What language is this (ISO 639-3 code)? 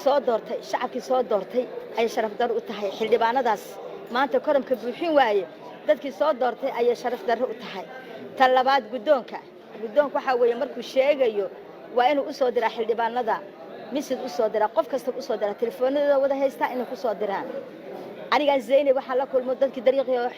som